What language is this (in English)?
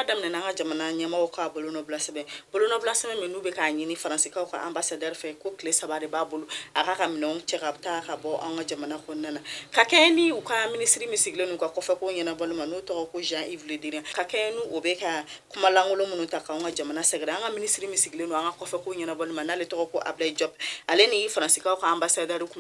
Bambara